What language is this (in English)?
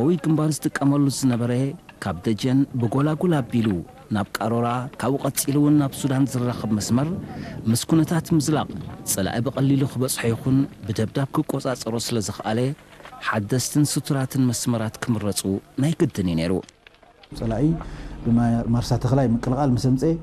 Tigrinya